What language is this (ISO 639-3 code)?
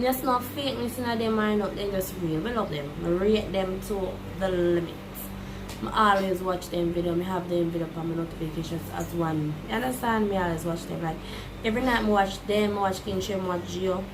jam